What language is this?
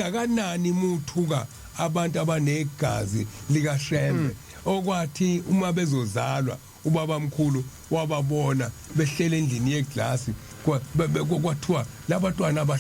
Zulu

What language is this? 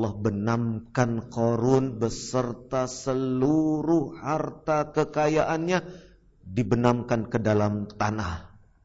Indonesian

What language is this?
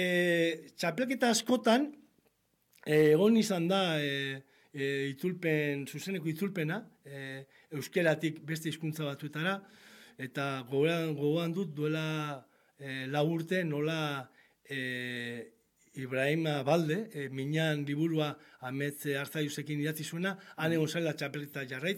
Basque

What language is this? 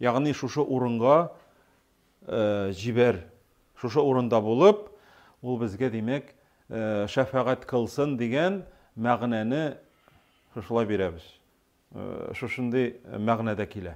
Tatar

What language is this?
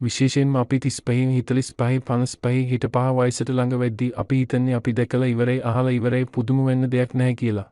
Sinhala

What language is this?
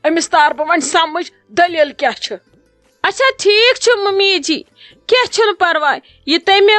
Kashmiri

